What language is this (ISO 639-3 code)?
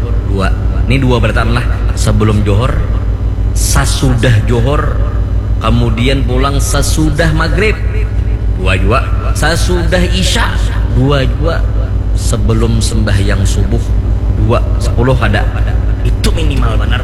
bjn